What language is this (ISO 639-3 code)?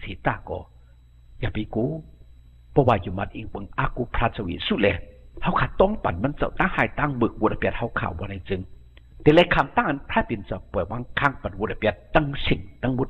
shn